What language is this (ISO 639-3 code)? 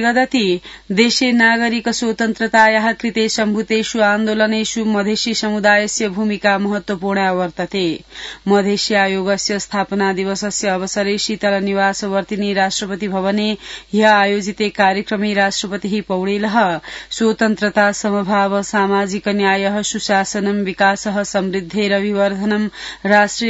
san